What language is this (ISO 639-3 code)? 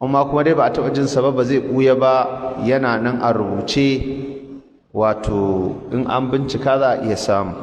hau